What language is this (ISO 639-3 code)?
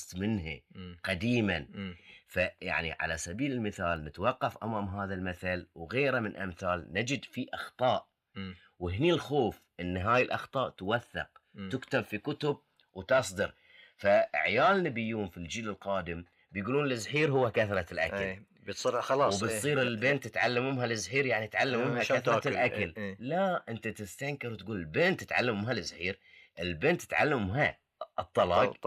afb